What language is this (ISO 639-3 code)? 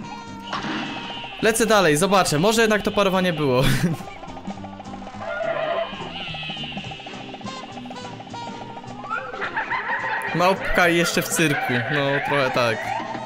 pol